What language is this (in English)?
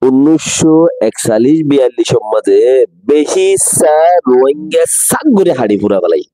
Rohingya